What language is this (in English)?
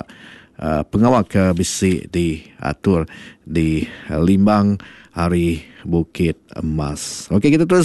Iban